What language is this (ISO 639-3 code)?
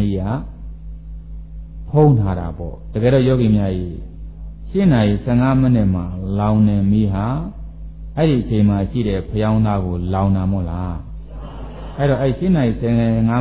mya